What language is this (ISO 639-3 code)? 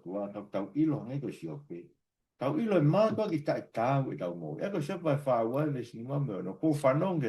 ton